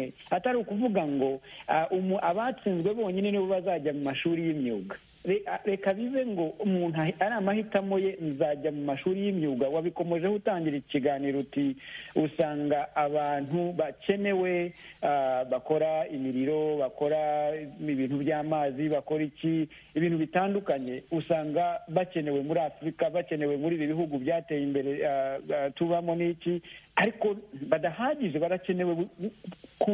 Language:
Kinyarwanda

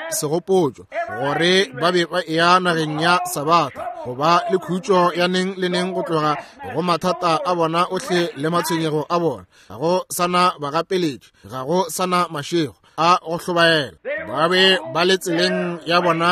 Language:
Northern Sotho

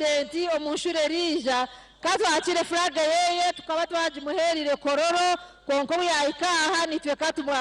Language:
Nyankole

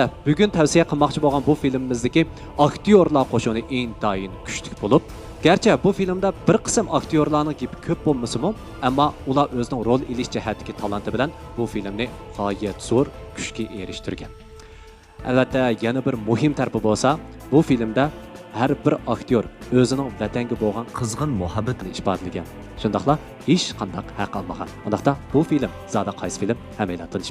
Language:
Uyghur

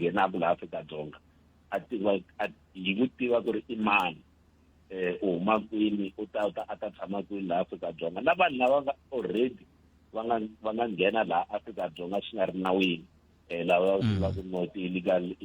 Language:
Tsonga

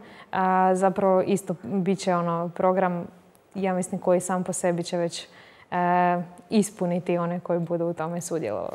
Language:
Croatian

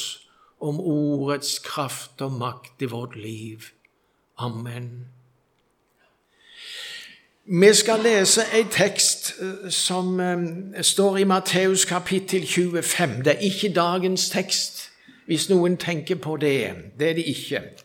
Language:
Norwegian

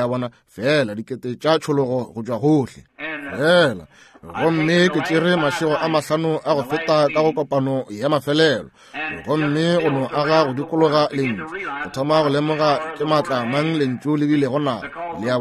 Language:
Northern Sotho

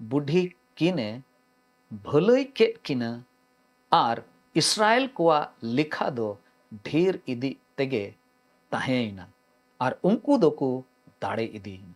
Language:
Santali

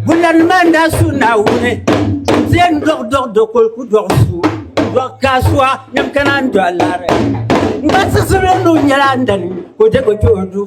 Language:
Dagbani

